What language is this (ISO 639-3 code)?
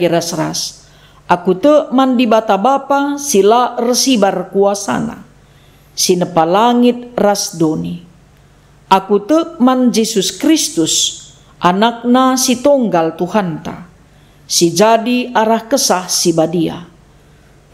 btx